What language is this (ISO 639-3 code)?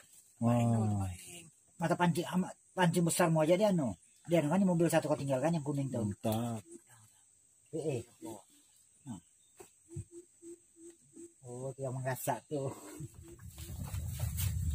ind